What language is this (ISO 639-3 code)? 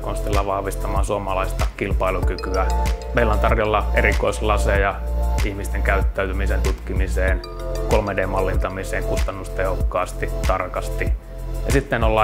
fin